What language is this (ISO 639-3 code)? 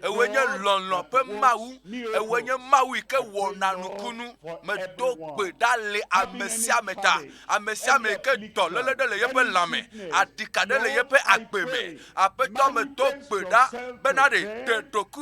ewe